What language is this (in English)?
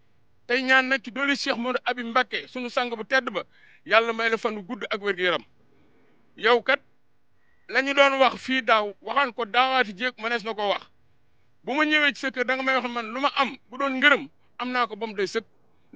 Wolof